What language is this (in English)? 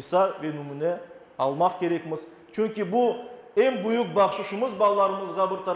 Crimean Tatar